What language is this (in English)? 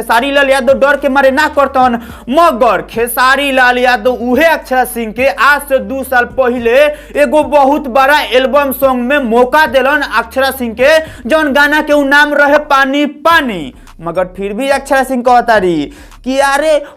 Bhojpuri